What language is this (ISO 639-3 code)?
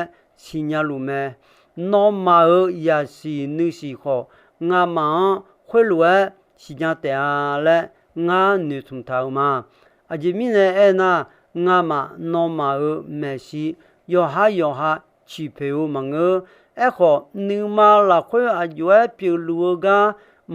ahk